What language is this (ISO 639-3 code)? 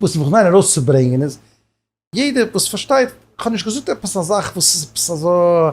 yid